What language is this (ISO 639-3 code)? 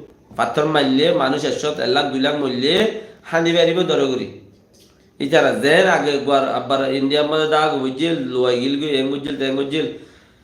rhg